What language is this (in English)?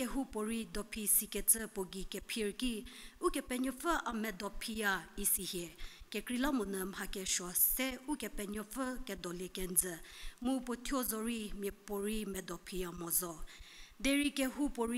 Angami Naga